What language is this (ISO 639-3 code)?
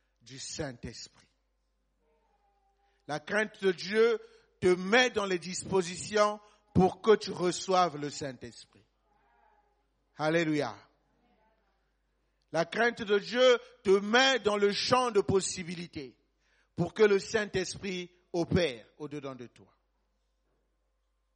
fra